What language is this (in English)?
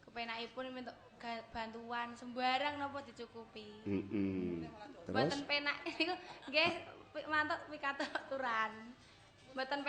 Javanese